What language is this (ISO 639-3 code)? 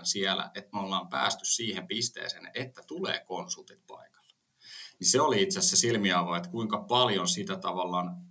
fin